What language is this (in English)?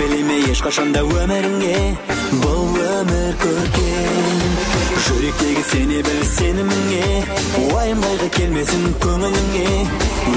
Kazakh